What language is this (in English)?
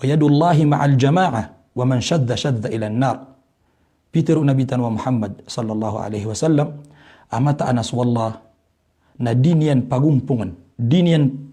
Maranao